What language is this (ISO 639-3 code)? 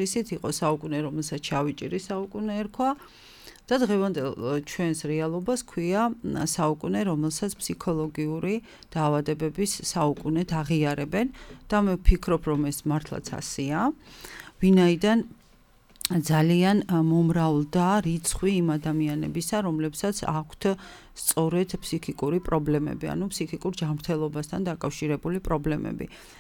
kat